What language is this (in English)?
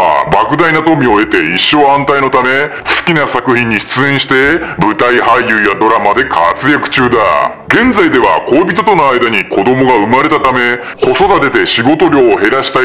Japanese